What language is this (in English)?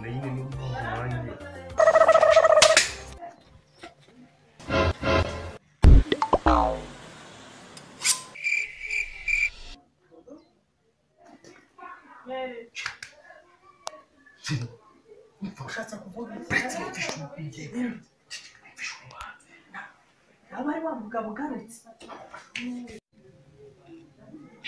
Kinyarwanda